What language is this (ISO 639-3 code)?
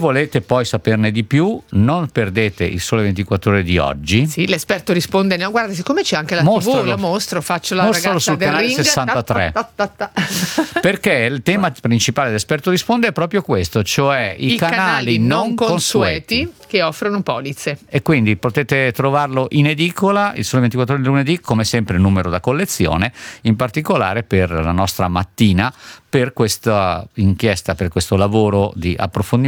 ita